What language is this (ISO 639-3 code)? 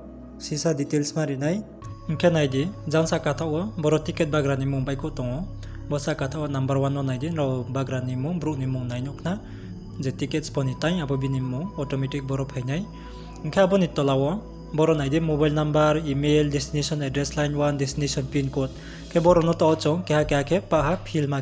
ria